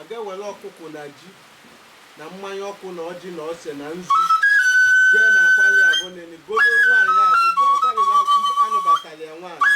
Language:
Igbo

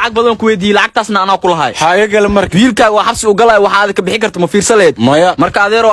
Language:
Somali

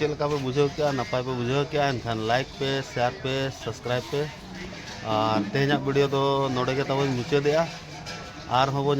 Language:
Santali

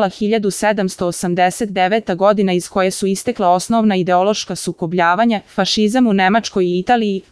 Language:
Serbian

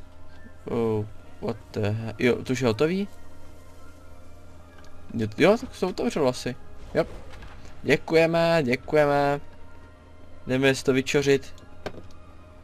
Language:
Czech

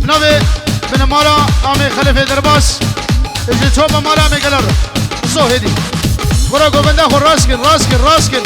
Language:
Kurdish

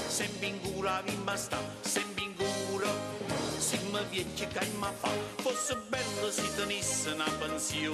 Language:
Neapolitan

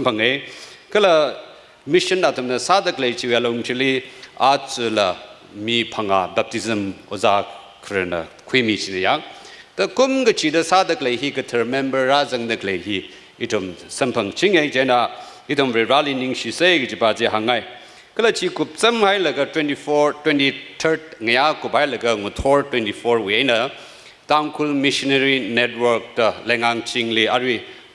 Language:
Tangkhul Naga (India)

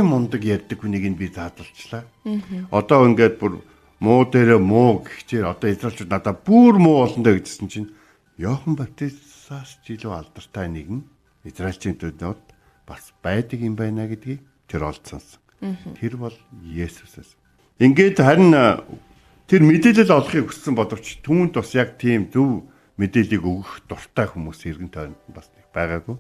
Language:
Mongolian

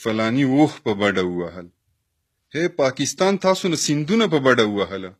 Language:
Pashto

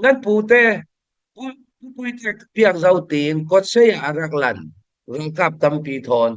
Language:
Falam Chin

